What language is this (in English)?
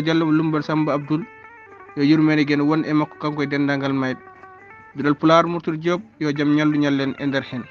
Fula